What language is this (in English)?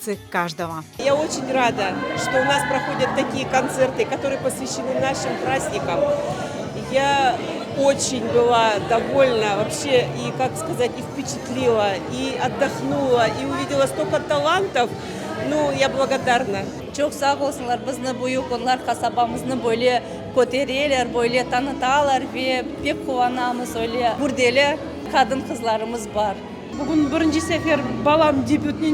Crimean Tatar